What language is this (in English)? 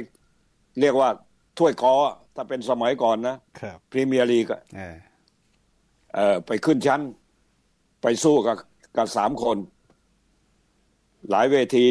Thai